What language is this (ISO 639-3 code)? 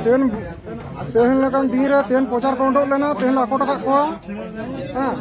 sat